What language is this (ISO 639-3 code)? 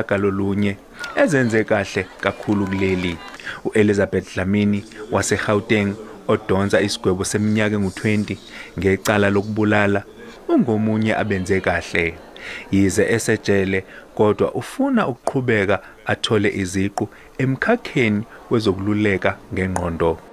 zul